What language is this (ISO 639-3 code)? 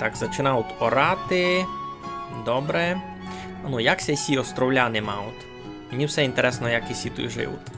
rue